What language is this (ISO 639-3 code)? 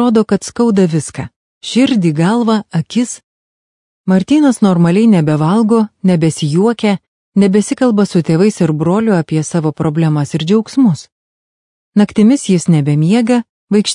lit